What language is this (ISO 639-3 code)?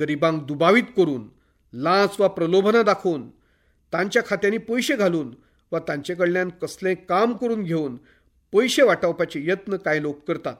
kok